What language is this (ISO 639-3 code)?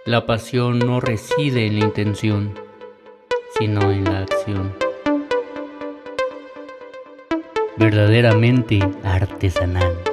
spa